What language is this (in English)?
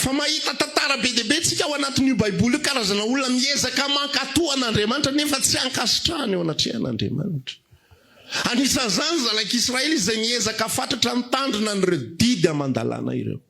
Malagasy